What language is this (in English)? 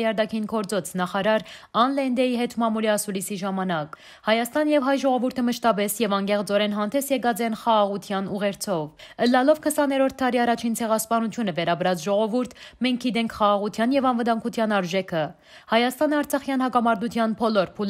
Western Armenian